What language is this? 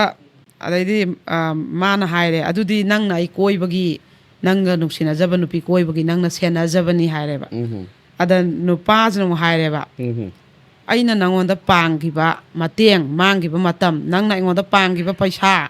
Manipuri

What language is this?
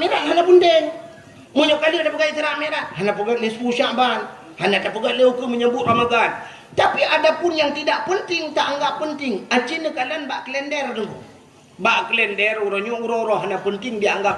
Achinese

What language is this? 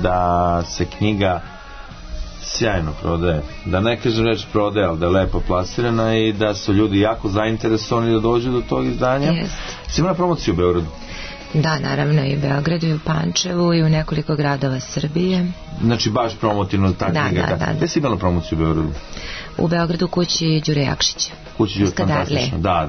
Serbian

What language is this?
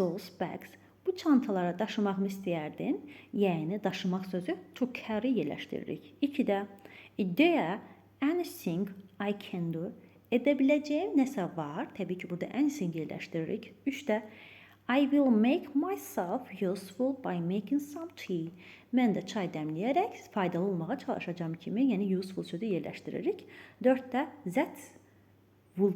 Azerbaijani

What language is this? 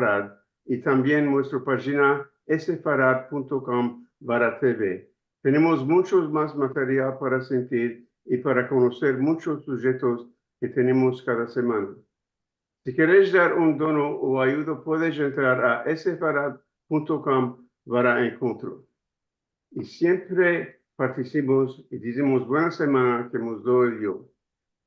Ladino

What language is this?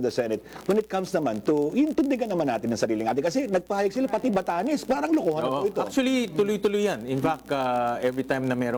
Filipino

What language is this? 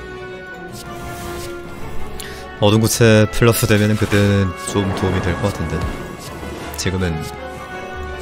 Korean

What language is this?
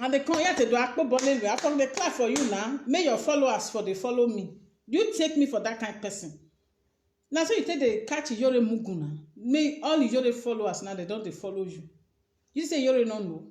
Nigerian Pidgin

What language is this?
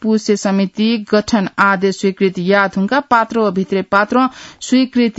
Newari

